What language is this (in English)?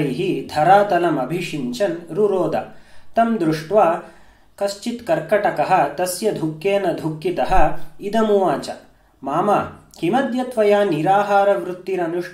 Sanskrit